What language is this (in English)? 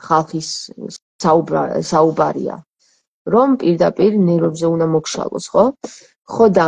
Georgian